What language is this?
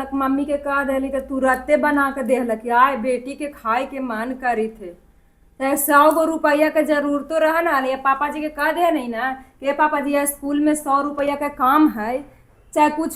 Magahi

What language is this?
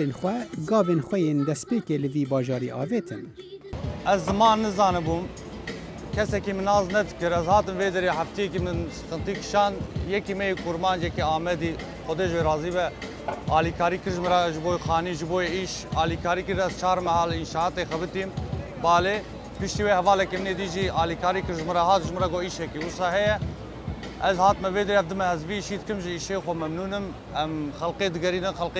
Kurdish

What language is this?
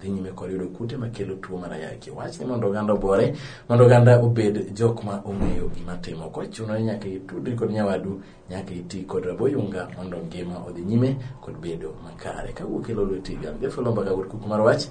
Luo (Kenya and Tanzania)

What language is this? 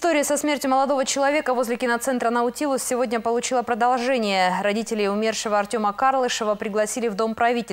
Russian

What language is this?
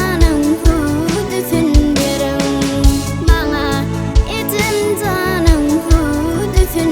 Turkmen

